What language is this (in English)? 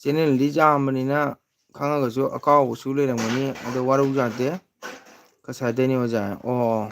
Manipuri